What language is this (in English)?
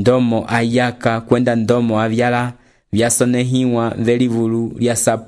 Umbundu